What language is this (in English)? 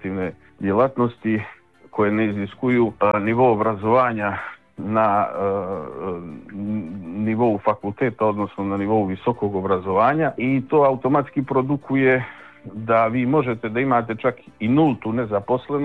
Bosnian